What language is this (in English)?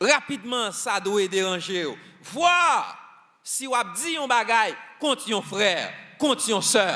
Haitian Creole